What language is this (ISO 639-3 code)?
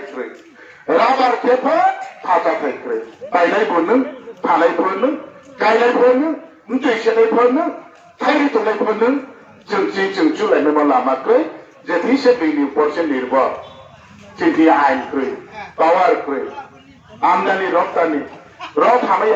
ria